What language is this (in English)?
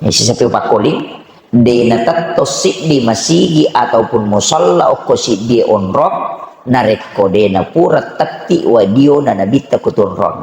Buginese